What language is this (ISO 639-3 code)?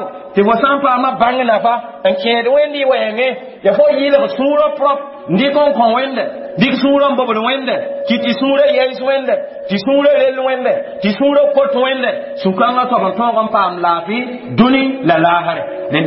mos